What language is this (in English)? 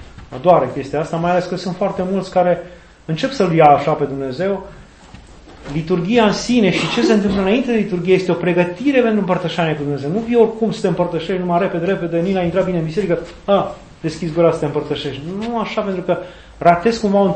Romanian